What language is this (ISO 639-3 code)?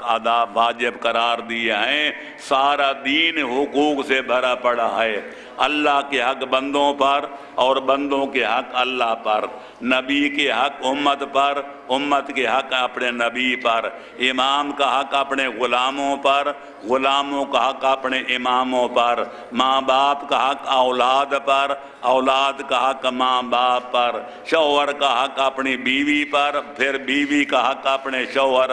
urd